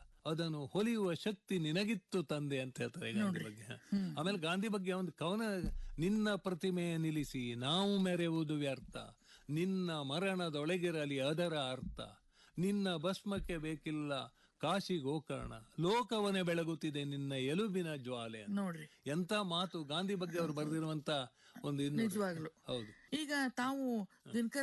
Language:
Kannada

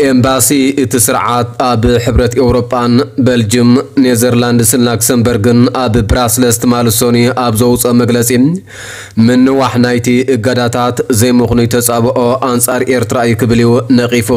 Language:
Tigrinya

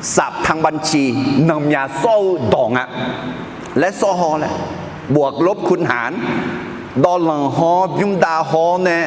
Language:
Akha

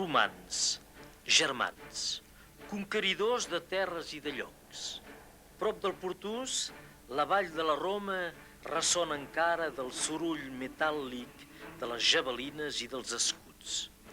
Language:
Occitan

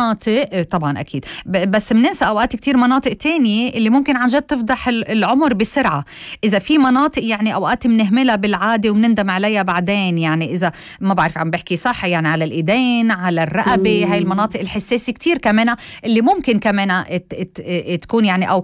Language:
North Levantine Arabic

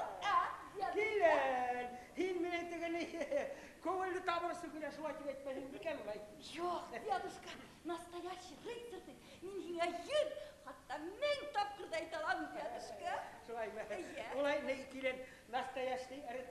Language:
Bashkir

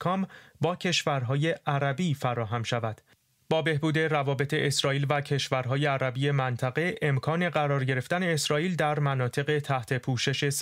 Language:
Persian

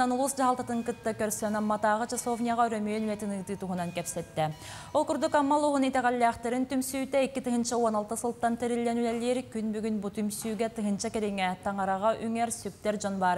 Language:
Yakut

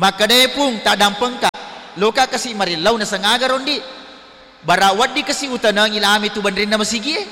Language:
Buginese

